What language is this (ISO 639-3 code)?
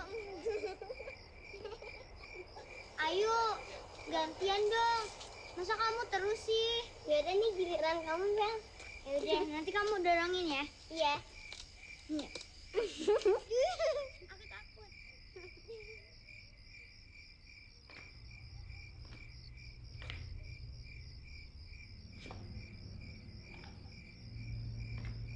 ind